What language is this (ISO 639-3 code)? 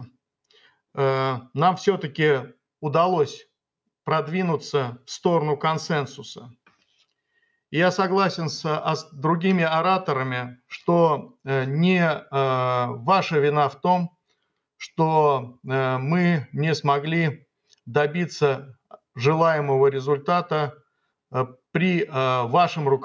rus